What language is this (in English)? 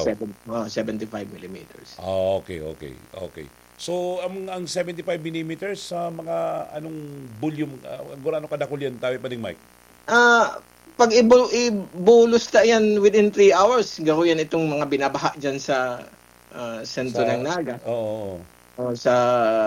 Bikol